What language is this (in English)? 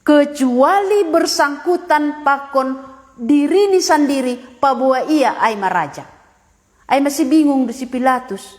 Batak Simalungun